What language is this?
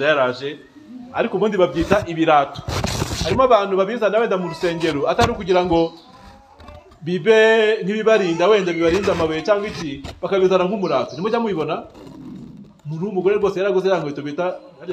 Kinyarwanda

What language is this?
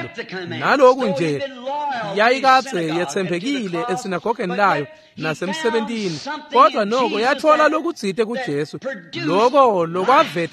Swati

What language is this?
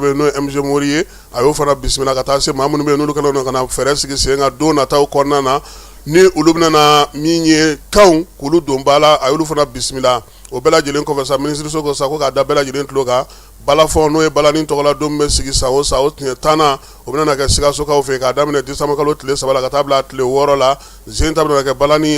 Bambara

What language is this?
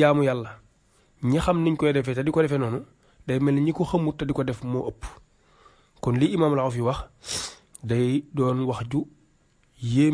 Wolof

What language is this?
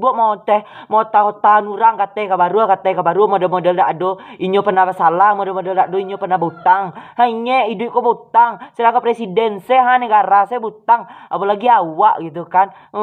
Minangkabau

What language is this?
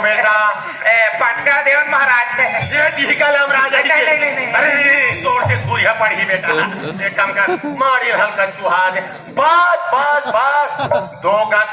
Chhattisgarhi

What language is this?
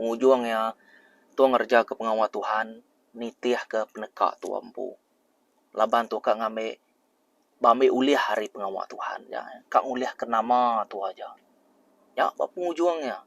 Iban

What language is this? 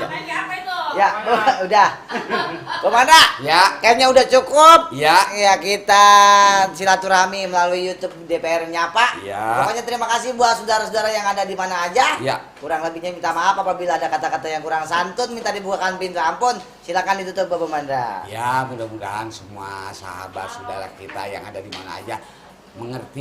Betawi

